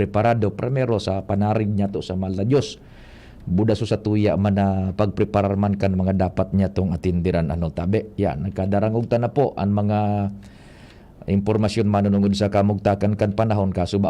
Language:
Bikol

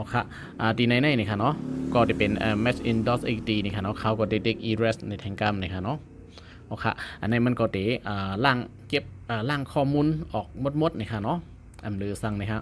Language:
Shan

